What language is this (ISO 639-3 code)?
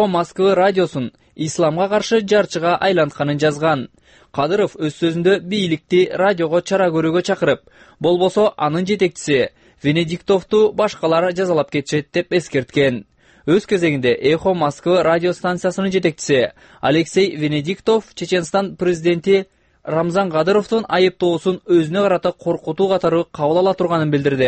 kir